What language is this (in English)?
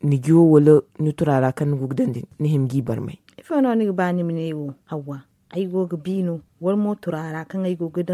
Zarma